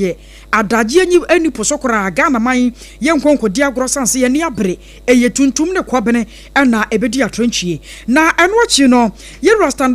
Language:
Akan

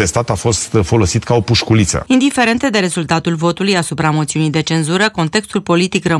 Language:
Romanian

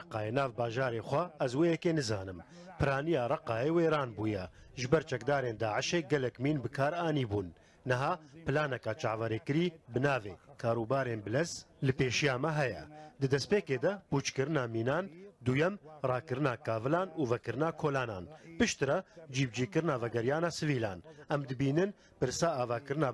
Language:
Kurdish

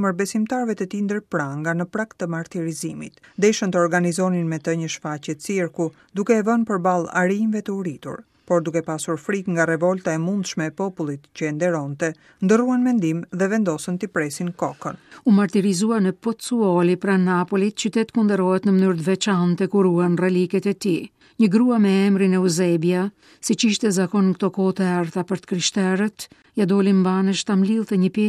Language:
Albanian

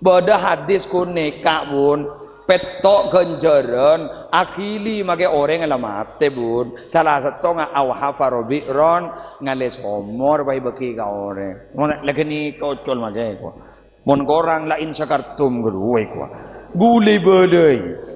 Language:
Madurese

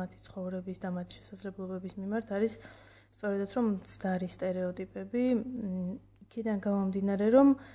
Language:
Georgian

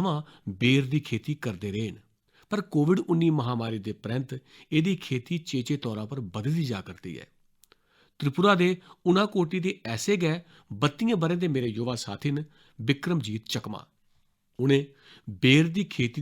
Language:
Dogri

